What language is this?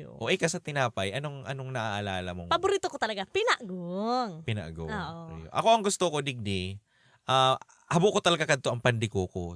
Bikol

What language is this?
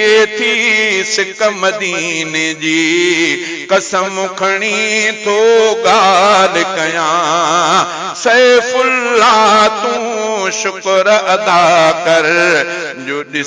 Sindhi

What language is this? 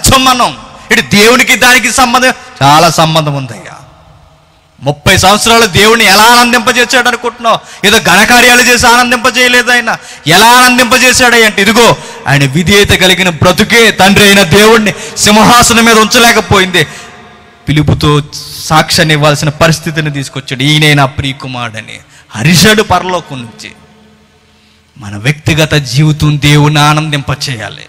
Telugu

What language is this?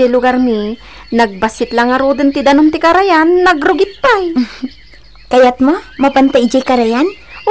Iloko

